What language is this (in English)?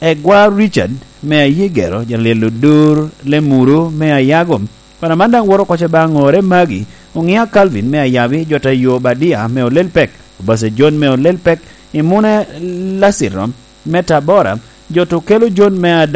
Lango (Uganda)